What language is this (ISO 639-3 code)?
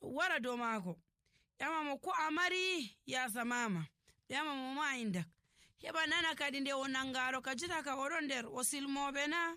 fuv